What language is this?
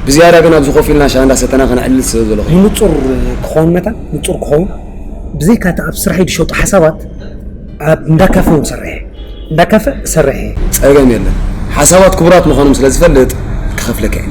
Tigrinya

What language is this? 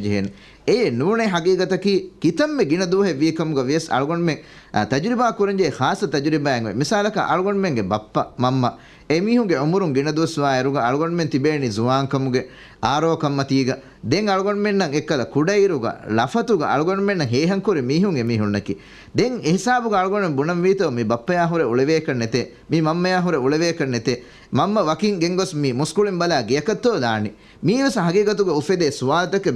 Divehi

